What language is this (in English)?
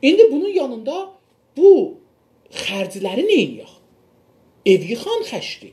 South Azerbaijani